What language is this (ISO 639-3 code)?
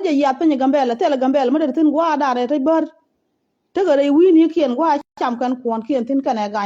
nus